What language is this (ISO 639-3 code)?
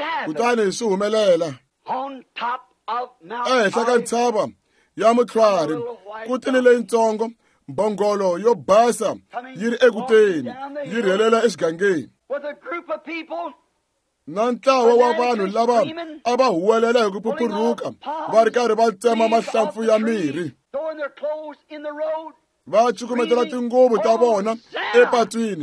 tso